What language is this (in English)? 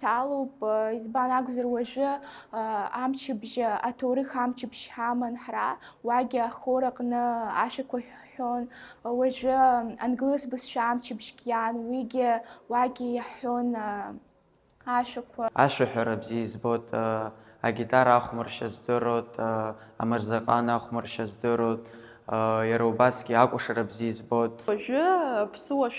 Abkhazian